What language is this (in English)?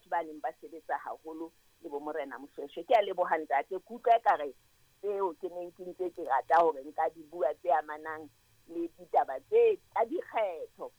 Southern Sotho